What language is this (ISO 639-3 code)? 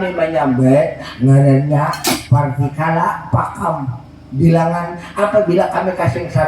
bjn